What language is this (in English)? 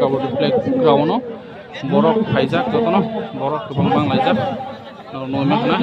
Kok Borok